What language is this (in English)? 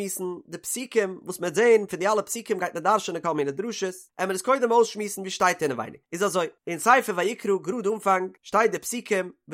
Yiddish